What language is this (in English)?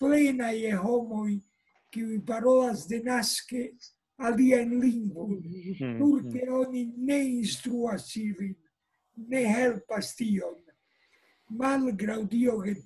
Esperanto